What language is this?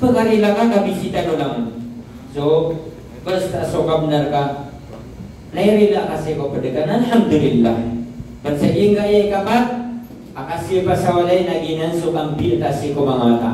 Maranao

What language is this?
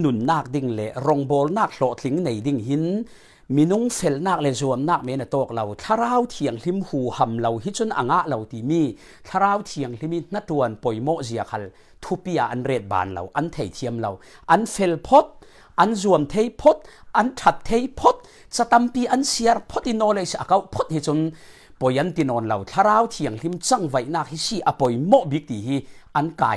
Falam Chin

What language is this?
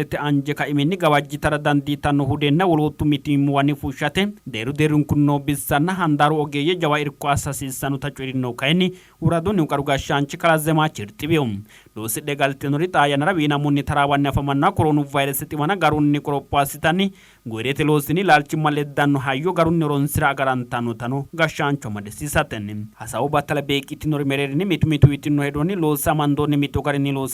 Sidamo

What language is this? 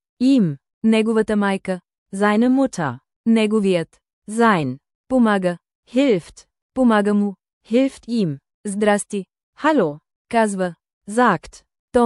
Bulgarian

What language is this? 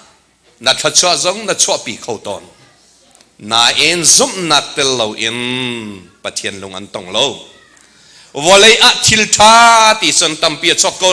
Hakha Chin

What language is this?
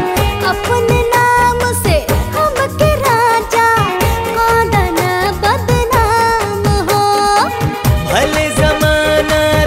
Bhojpuri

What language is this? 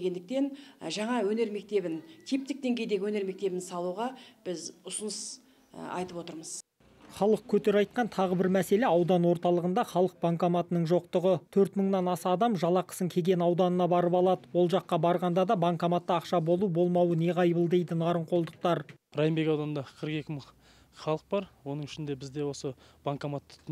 Kazakh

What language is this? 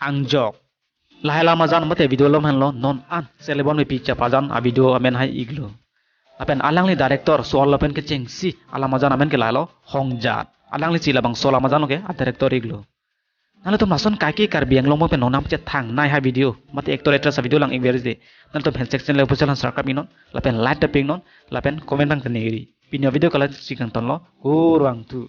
Karbi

